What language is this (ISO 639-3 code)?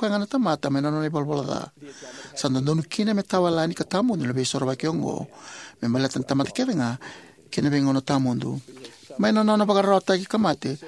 fij